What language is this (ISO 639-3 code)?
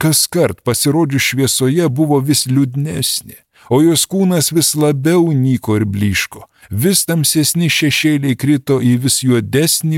lit